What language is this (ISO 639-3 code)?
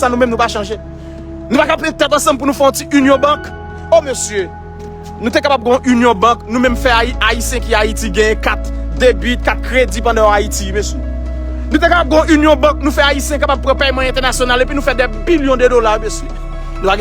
hat